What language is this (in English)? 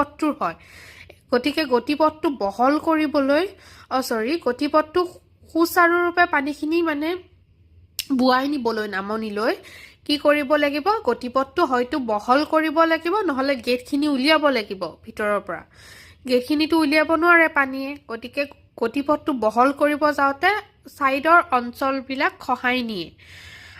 Assamese